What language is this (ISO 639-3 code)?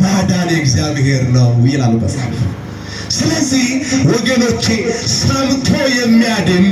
amh